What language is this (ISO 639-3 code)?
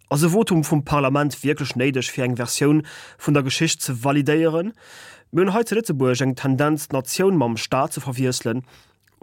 ltz